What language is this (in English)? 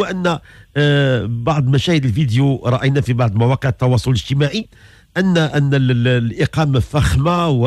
Moroccan Arabic